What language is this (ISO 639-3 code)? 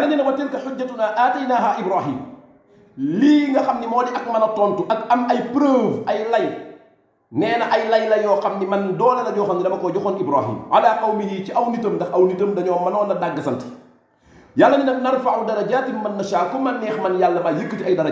wol